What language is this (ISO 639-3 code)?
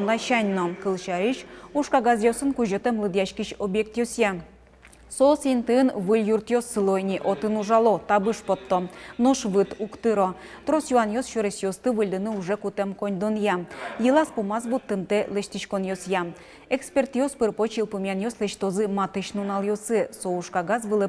udm